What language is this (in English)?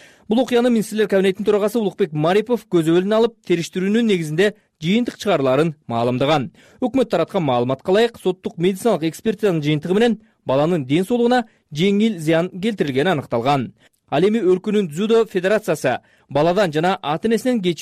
Kyrgyz